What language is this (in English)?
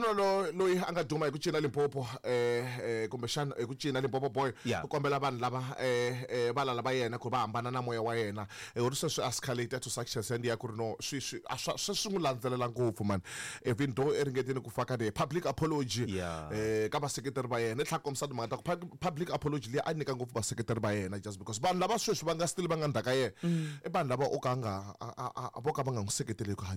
Tsonga